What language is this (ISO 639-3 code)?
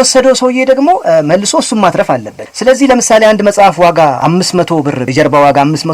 amh